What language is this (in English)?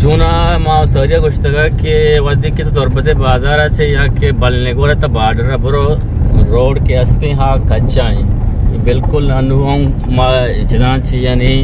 Eastern Balochi